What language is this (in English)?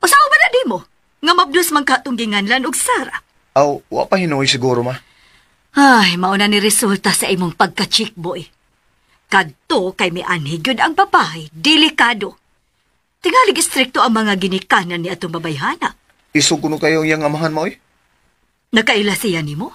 Cebuano